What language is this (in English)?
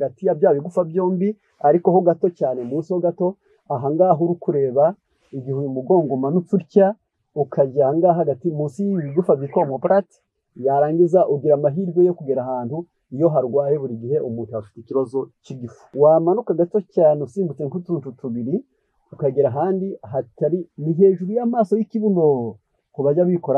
Kinyarwanda